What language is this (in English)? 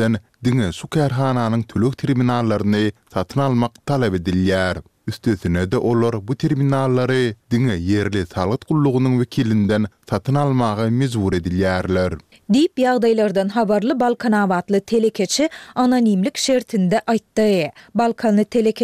Turkmen